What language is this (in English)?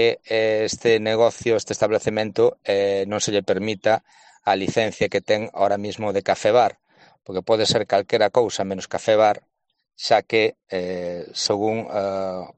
Galician